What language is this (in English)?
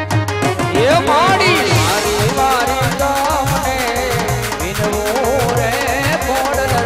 Gujarati